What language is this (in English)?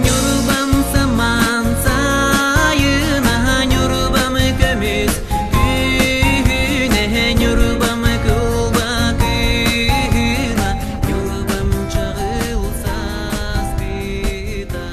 Yakut